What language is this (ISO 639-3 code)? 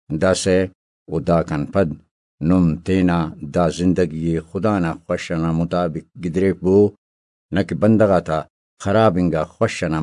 brh